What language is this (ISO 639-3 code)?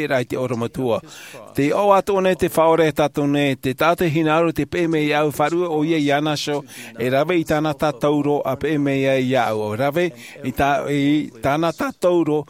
tah